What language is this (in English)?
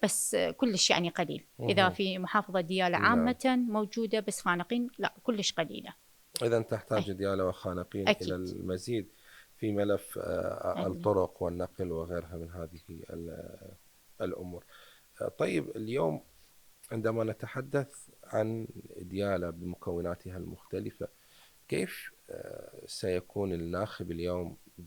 Mesopotamian Arabic